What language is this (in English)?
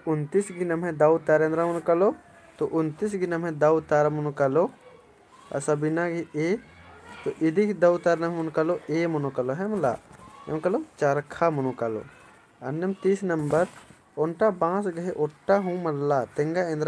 Kurukh